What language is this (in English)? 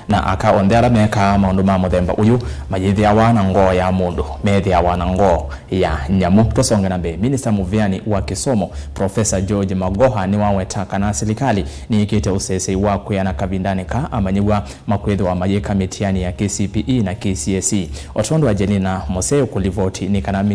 Kamba